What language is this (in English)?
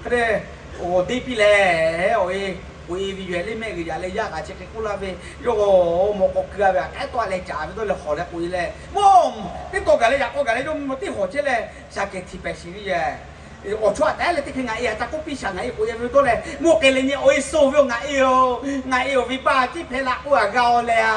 Lahu